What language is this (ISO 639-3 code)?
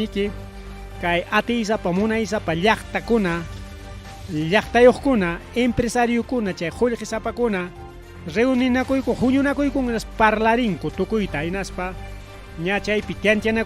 quy